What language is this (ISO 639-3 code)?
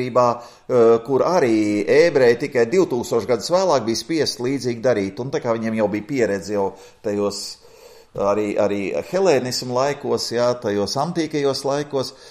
lav